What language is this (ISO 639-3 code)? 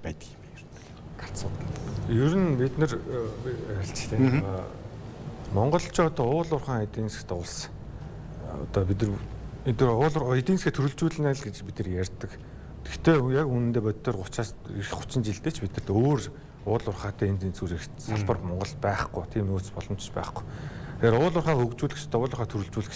mon